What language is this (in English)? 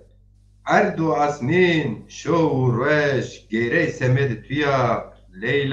Zaza